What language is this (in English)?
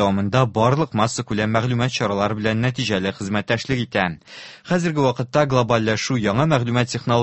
Tatar